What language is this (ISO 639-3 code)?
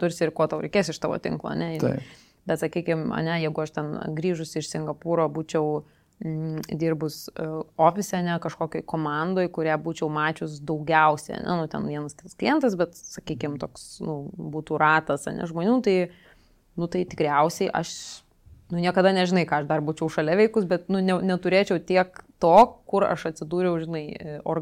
lit